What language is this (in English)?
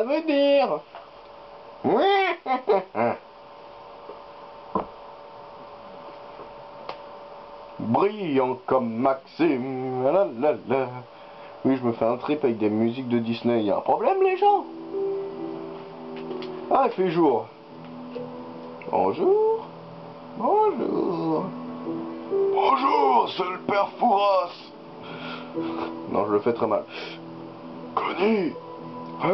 French